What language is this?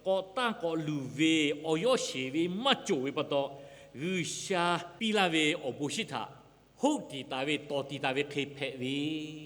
Lahu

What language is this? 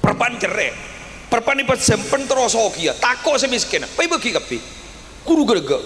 Madurese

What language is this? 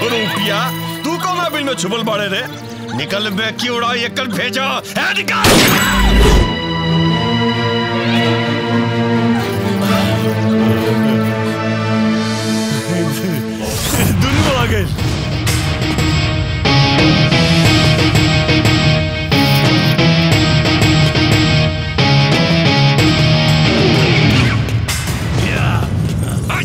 Bhojpuri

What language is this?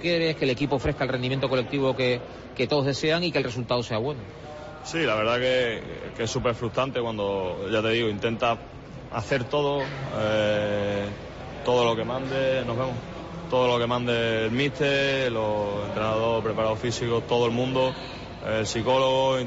Spanish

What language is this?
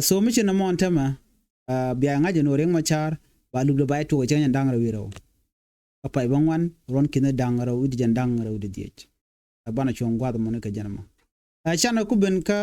Nuer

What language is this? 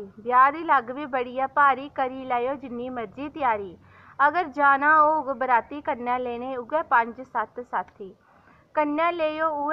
Dogri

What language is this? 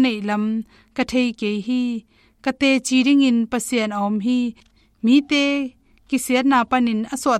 Tedim Chin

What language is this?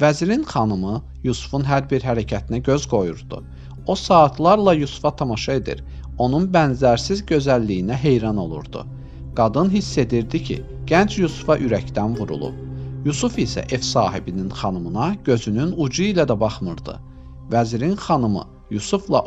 Azerbaijani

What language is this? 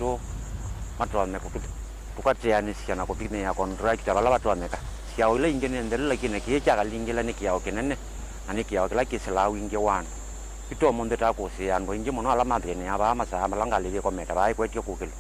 Kamba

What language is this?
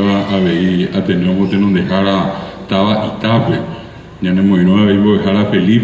Guarani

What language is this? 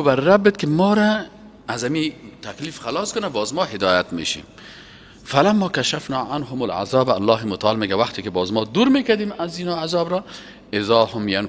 Persian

